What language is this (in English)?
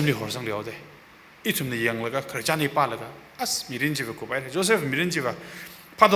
Tangkhul Naga (India)